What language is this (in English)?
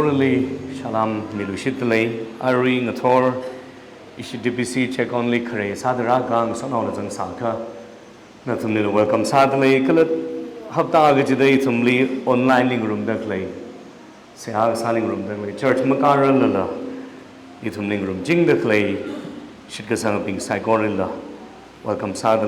Tangkhul Naga (India)